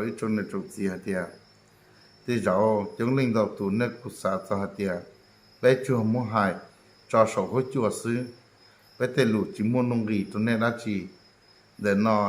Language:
Hmong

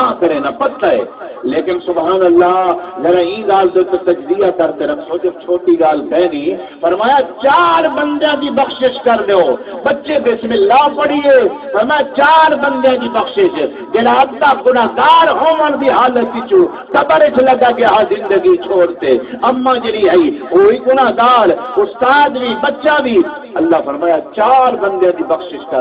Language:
Saraiki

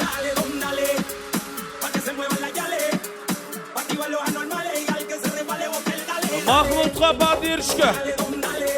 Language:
Kara-Kalpak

